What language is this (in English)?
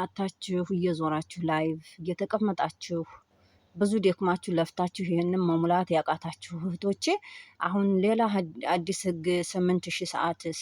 Amharic